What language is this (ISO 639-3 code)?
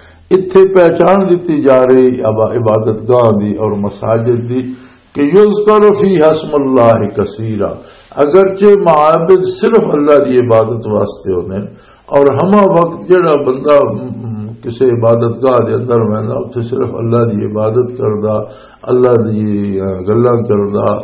lah